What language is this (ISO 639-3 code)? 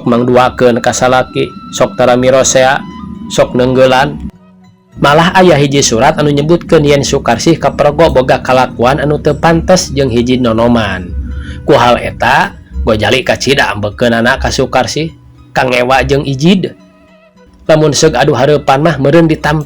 sun